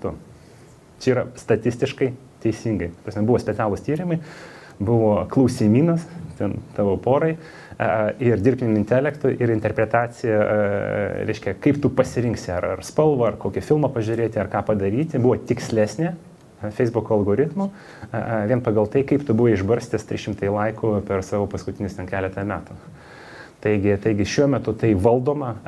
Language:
Lithuanian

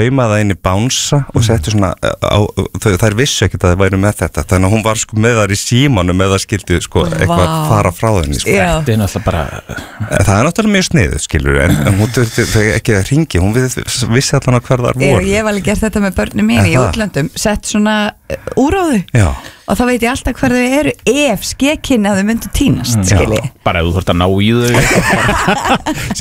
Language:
Icelandic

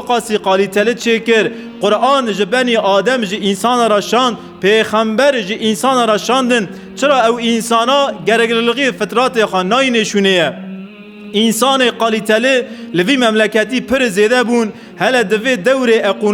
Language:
Kurdish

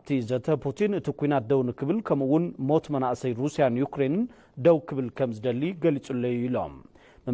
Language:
Tigrinya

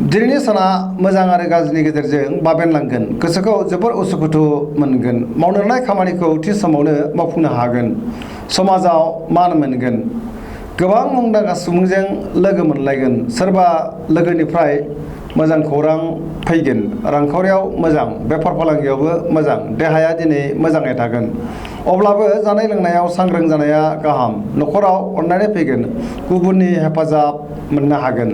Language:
Bodo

